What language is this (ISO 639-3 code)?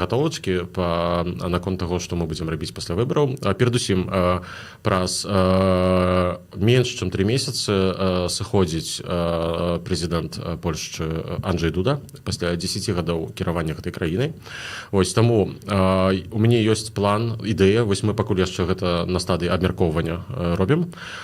bel